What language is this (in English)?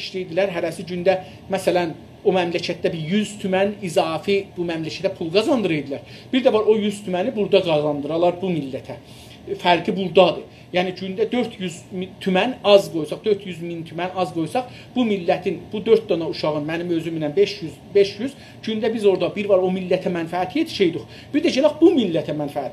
South Azerbaijani